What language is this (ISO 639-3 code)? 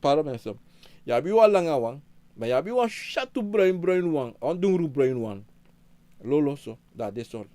srn